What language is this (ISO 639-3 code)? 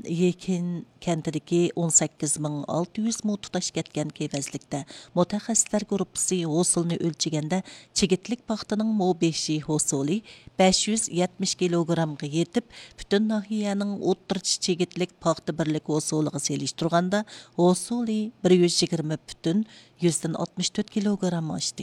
uig